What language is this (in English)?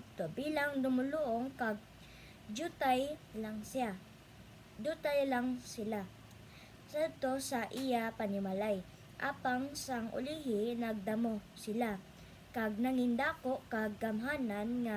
Hiligaynon